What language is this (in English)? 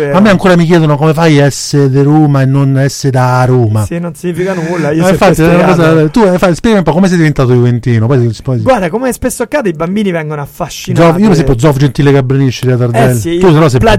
Italian